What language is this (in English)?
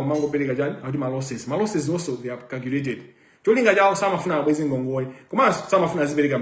Nyanja